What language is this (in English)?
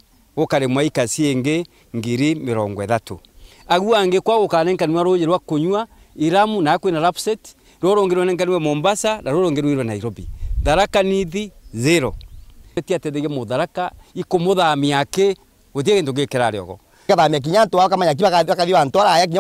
Meru